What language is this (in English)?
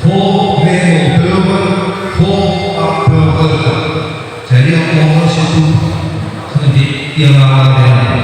Nias